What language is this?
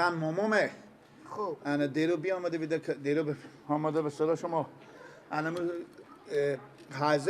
Persian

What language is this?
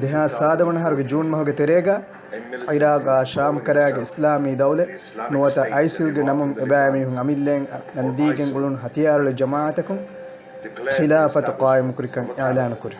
Divehi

